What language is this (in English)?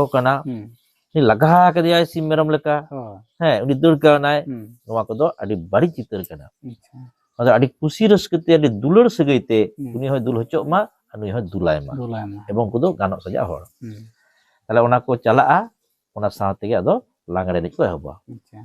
Santali